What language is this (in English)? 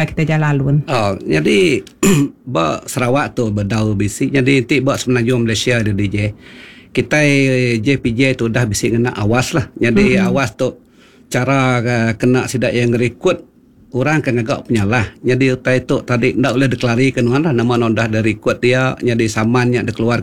Iban